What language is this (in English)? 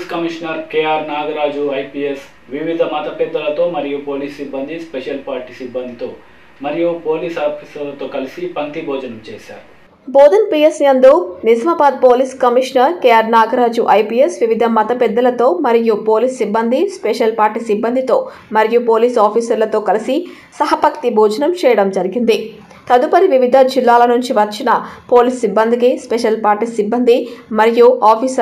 Telugu